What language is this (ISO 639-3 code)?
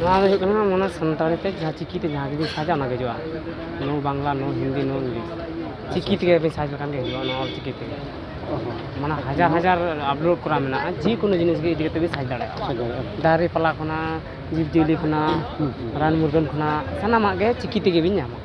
sat